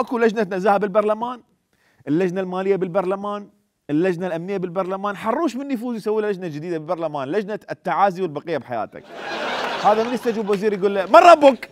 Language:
Mesopotamian Arabic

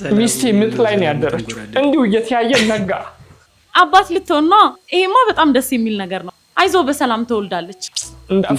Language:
Amharic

